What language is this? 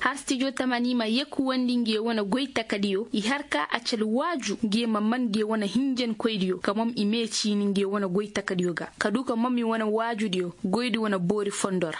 Koyraboro Senni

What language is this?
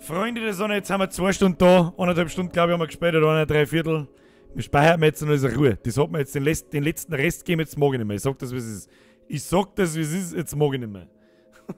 Bavarian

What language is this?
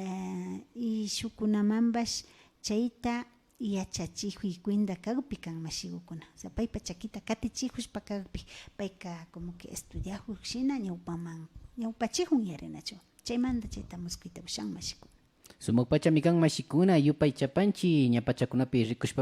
Imbabura Highland Quichua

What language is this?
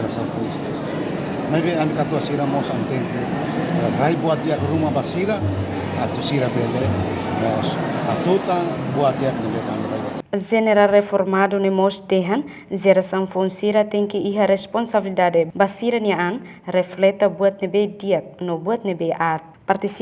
Tetum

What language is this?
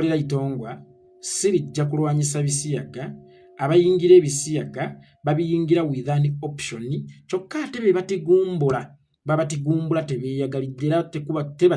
Ganda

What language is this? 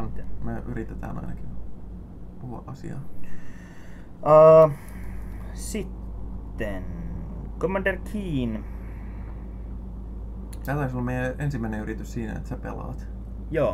Finnish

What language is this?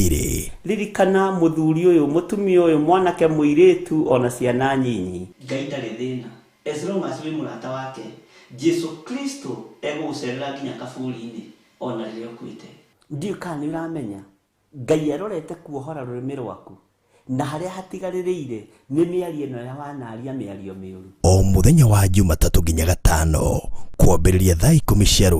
Kikuyu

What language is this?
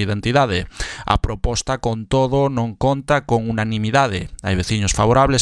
Galician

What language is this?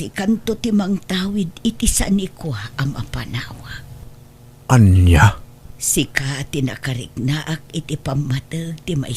Iloko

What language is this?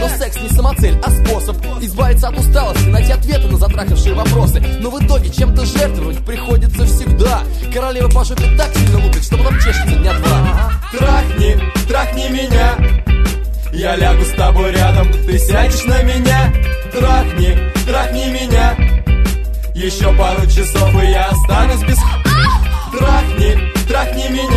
Russian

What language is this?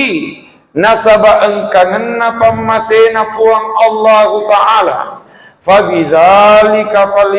Buginese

